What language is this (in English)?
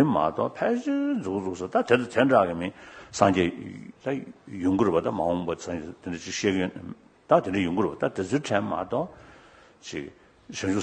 Tibetan